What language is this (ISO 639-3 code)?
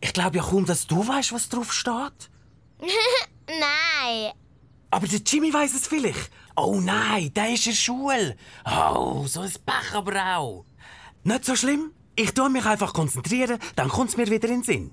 gsw